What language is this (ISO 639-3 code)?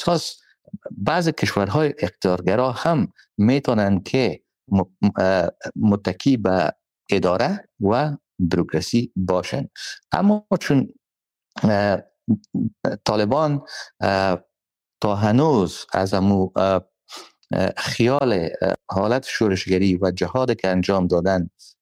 fas